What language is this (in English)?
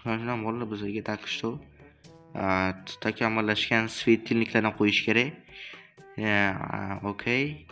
Uzbek